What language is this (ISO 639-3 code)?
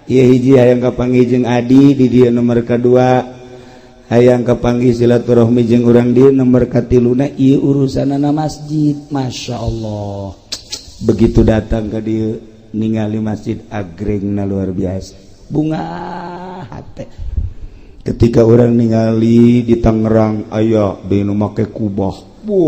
sun